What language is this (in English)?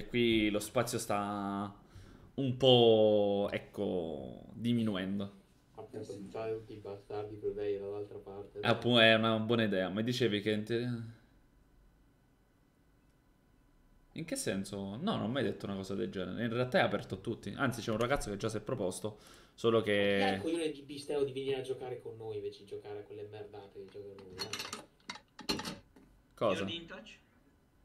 Italian